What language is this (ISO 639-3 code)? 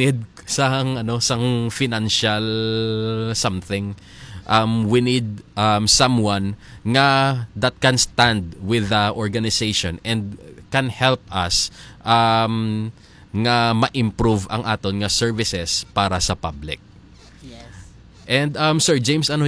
hil